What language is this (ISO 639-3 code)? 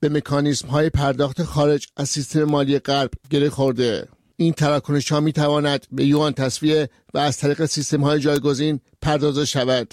fas